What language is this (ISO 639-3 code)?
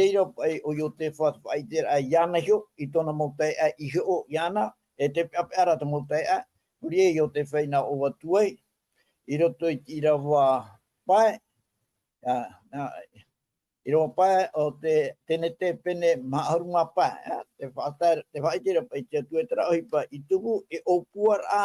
tah